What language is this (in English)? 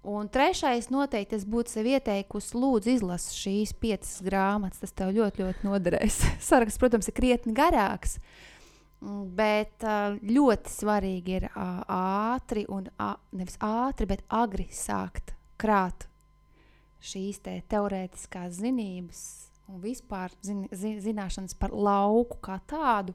Latvian